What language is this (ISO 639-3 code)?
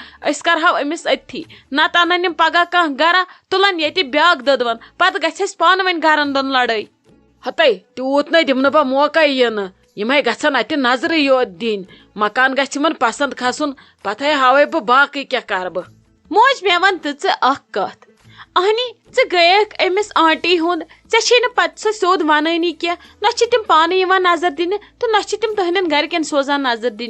kas